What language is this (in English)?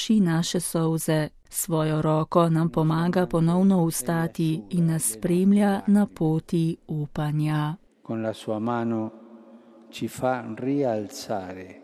Slovenian